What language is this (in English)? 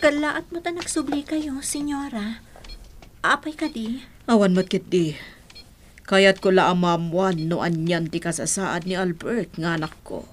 Iloko